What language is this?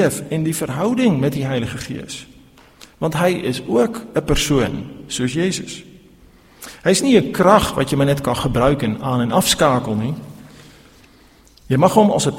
Afrikaans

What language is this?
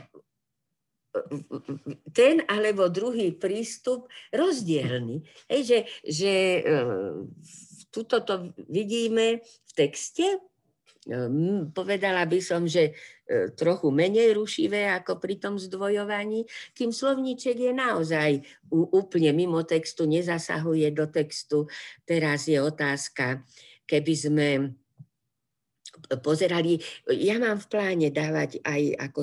Slovak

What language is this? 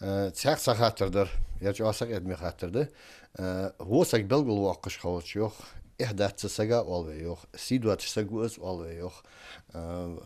Ingush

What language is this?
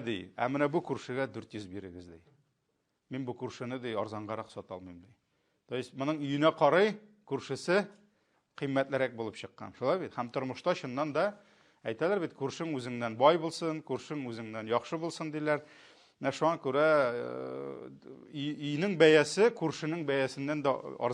Tatar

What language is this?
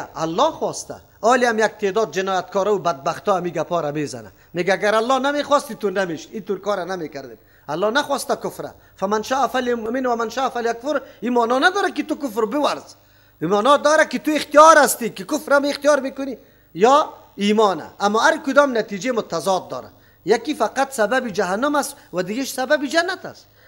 Persian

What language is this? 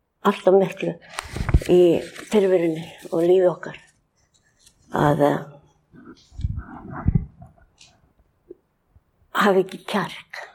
Icelandic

